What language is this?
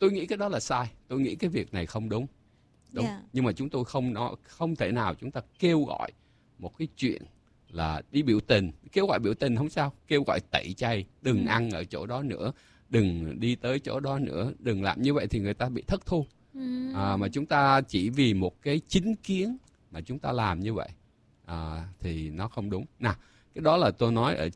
Vietnamese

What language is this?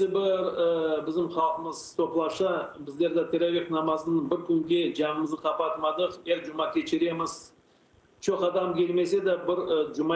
Crimean Tatar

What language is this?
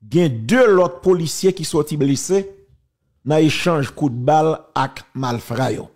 Haitian Creole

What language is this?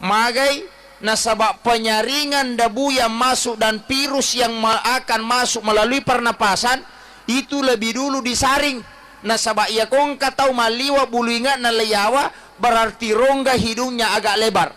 Buginese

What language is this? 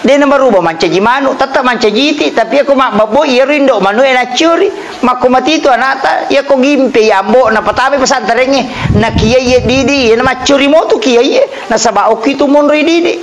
Buginese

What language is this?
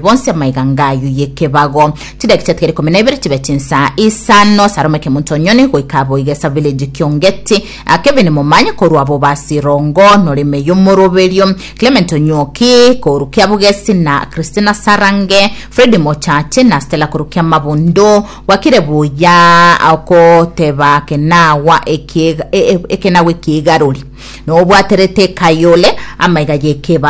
Gusii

